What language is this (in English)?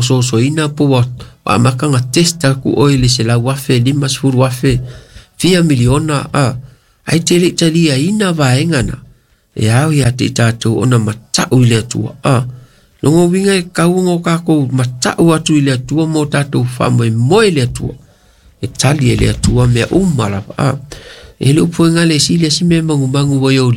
Samoan